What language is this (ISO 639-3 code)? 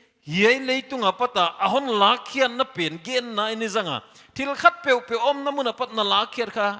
pck